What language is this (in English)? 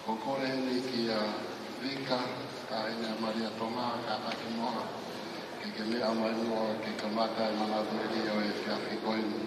Tongan